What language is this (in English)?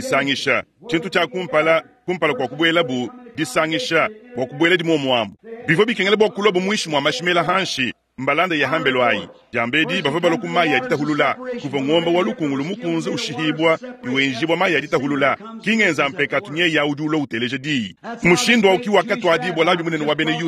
Luba-Lulua